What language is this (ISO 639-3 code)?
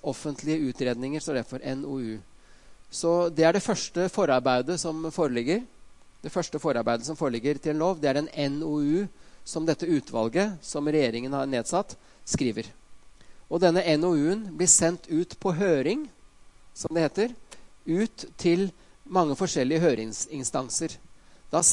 nor